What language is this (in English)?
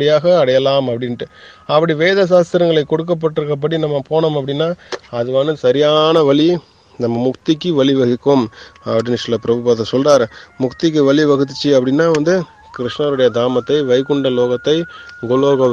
Tamil